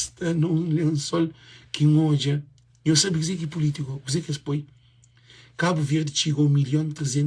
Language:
Kabuverdianu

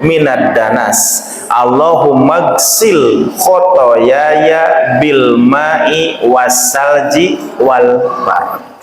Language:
Sundanese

